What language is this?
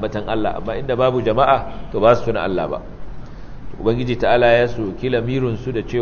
Hausa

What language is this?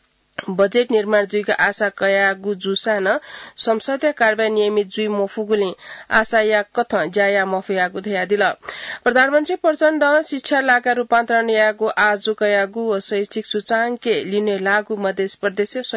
Newari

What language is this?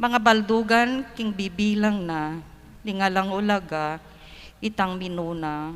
Pampanga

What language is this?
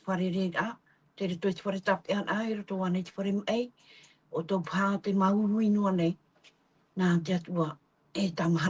Tahitian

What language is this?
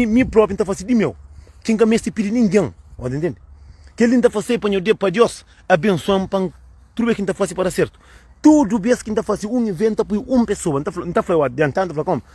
Kabuverdianu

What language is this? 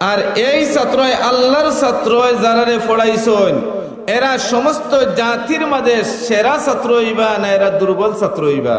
Sylheti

